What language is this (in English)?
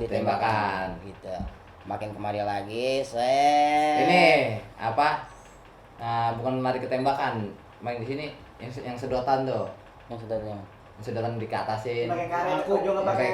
Betawi